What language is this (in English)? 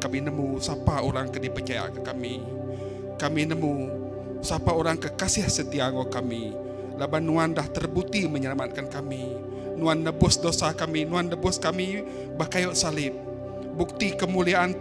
Iban